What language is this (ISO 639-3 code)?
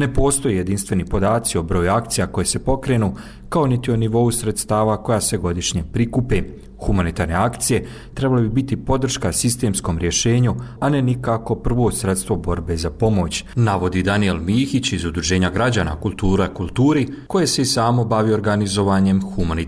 bos